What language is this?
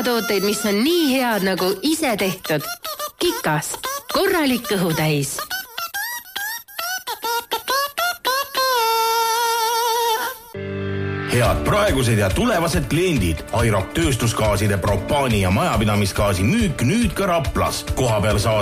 Estonian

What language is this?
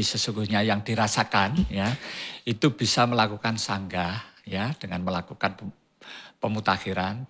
Indonesian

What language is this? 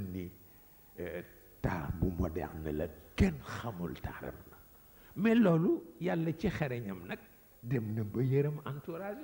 Wolof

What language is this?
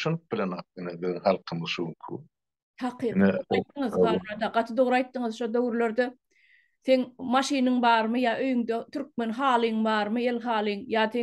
Turkmen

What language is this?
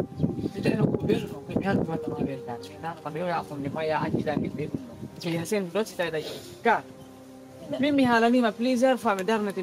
Fula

